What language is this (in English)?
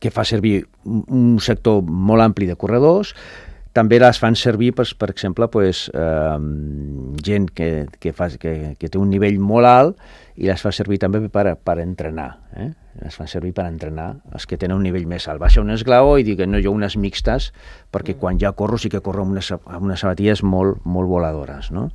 Catalan